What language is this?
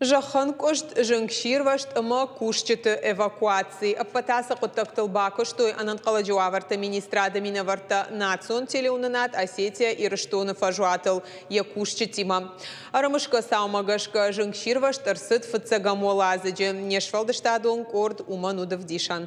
Ossetic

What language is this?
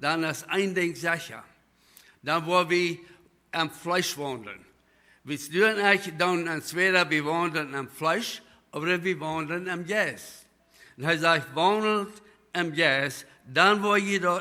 Plautdietsch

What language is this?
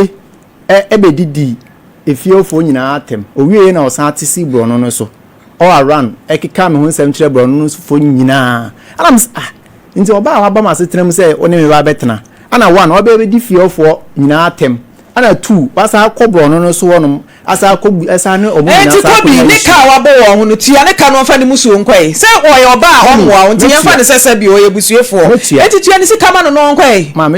Akan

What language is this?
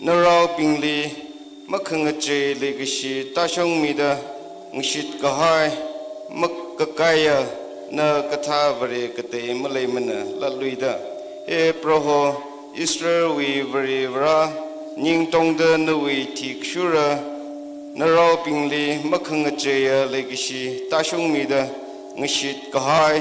Tangkhul Naga (India)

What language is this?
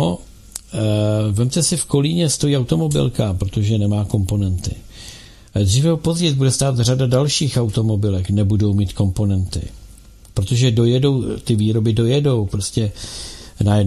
Czech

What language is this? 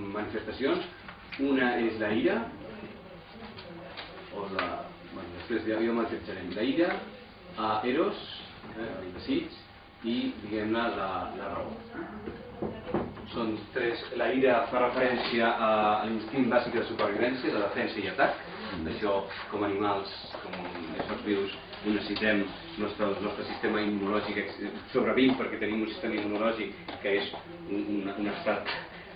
Catalan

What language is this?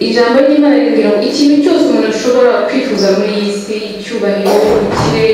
Kinyarwanda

